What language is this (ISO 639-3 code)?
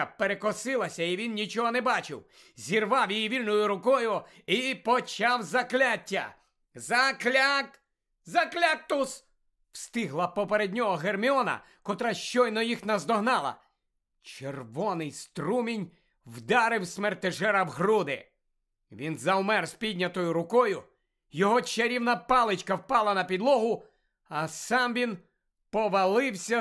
ukr